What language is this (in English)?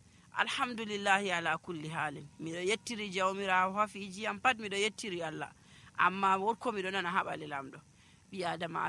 Nigerian Fulfulde